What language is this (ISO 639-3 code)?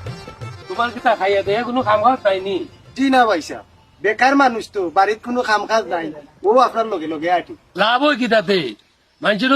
syl